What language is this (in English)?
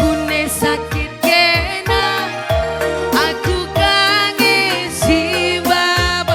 Batak Karo